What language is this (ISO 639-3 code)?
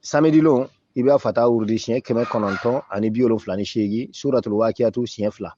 bam